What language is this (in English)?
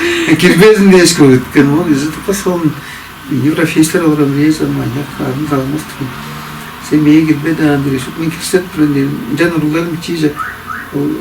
Tuvinian